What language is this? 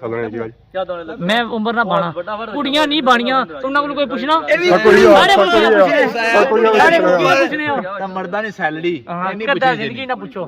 Pahari-Potwari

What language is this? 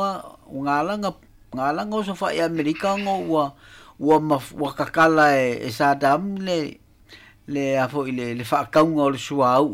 Samoan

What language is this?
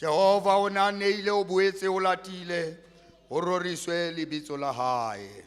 Southern Sotho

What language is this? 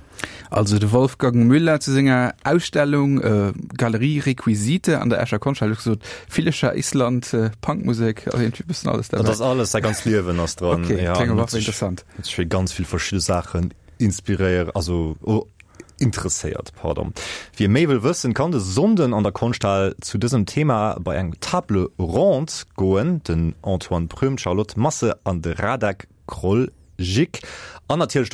Luxembourgish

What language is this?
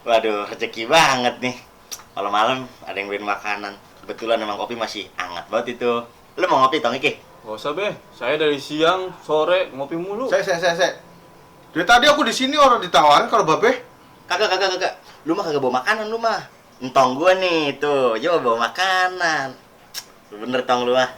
Betawi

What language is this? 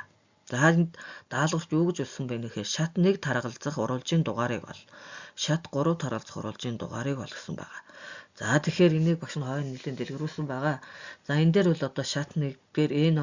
Mongolian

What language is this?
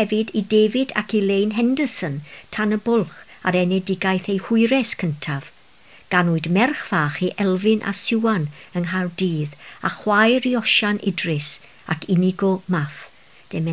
Welsh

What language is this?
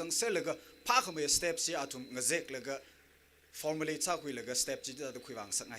Tangkhul Naga (India)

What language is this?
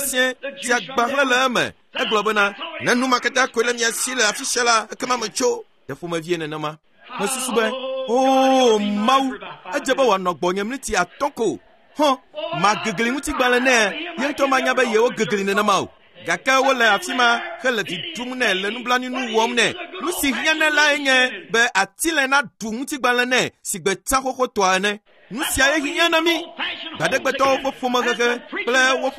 Ewe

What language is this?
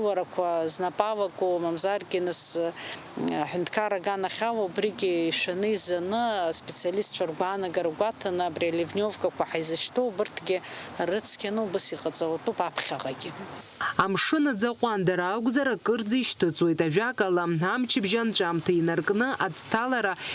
Abkhazian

